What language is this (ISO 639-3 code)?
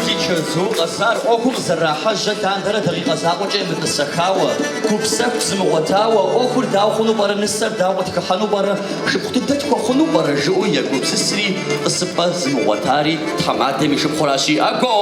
kbd